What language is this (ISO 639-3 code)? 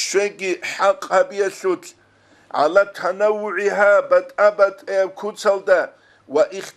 ava